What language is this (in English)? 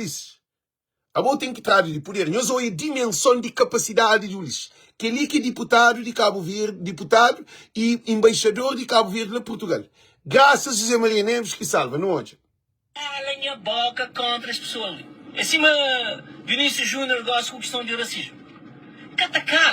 Kabuverdianu